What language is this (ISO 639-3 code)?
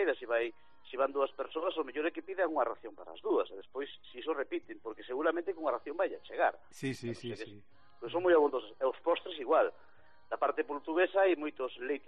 glg